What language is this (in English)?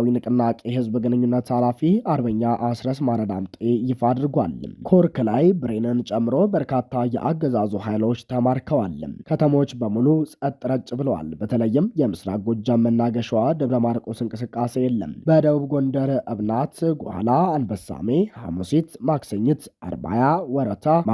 Amharic